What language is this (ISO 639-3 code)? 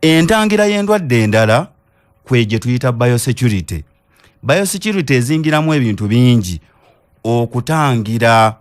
lug